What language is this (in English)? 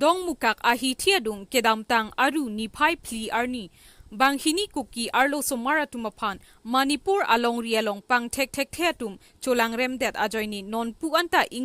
Karbi